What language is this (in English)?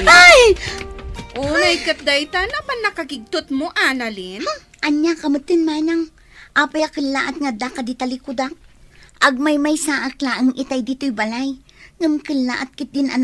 Iloko